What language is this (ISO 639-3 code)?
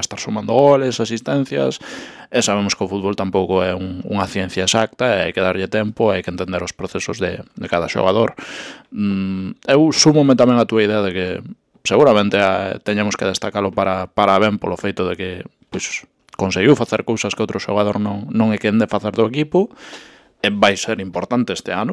glg